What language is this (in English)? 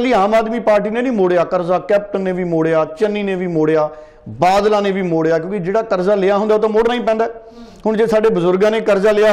Punjabi